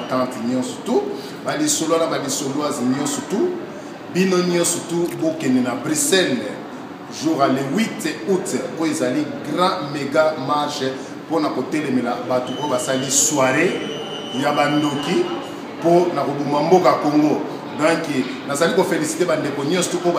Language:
Lingala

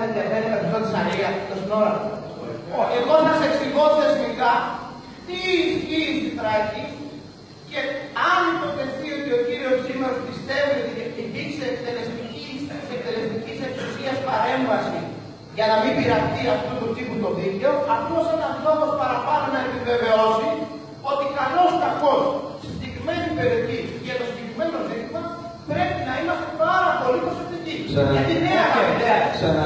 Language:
Greek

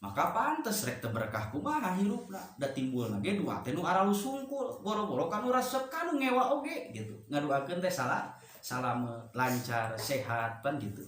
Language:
Sundanese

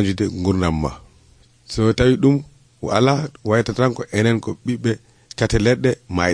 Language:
Nigerian Fulfulde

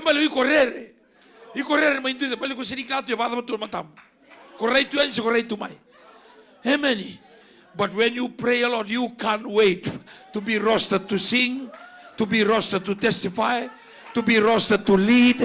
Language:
Fijian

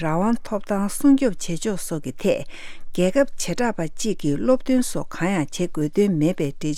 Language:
Tibetan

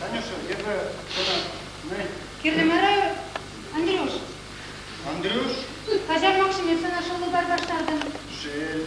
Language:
Chuvash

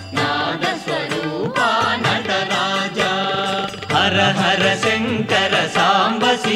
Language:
Telugu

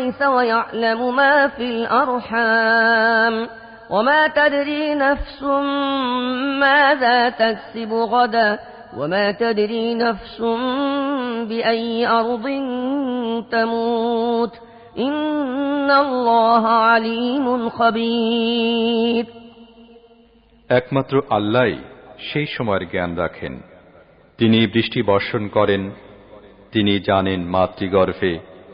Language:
Bangla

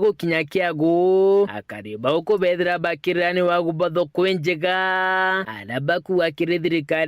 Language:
Meru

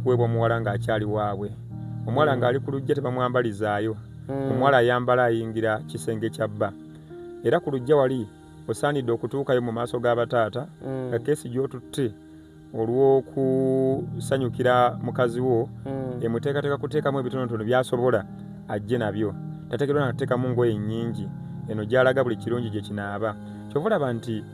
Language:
Ganda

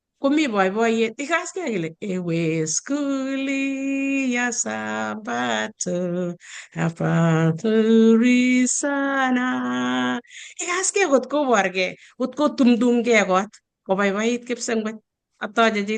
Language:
Kalenjin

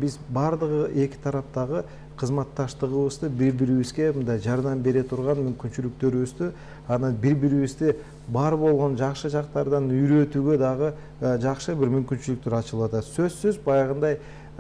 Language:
Kyrgyz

